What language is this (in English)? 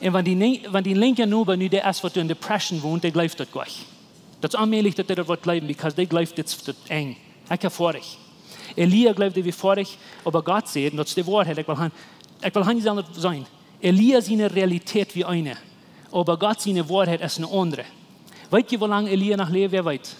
Plautdietsch